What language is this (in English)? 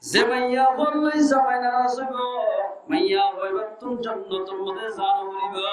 Rohingya